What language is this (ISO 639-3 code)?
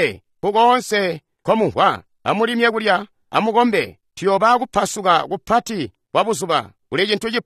toi